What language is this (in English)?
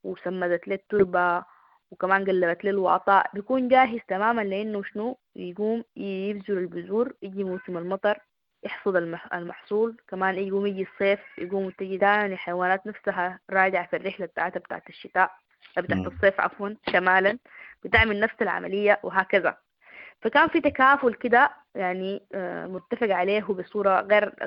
Sudanese Arabic